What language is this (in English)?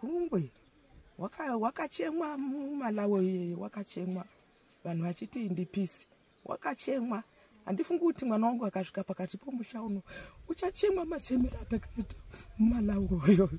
Shona